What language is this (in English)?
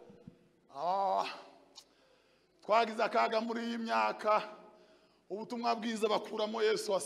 Kinyarwanda